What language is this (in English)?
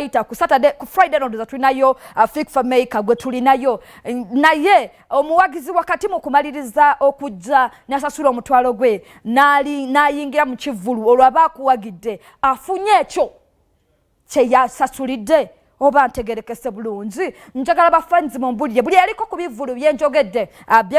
Ganda